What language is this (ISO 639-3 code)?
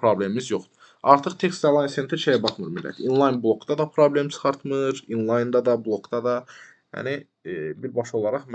aze